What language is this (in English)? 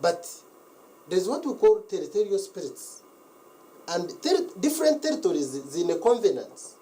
Nyankole